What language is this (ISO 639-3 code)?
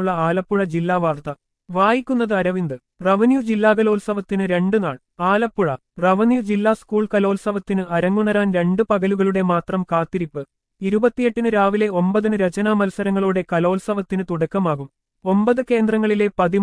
mal